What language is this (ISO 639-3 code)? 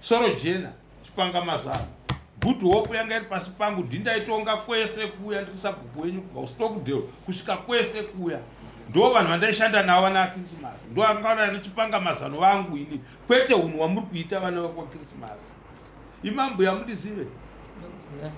sna